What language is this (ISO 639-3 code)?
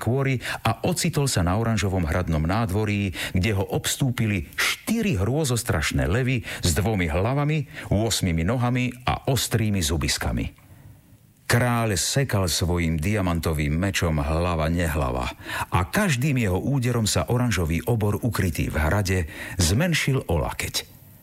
slk